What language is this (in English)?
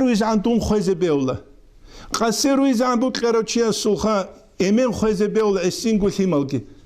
Avaric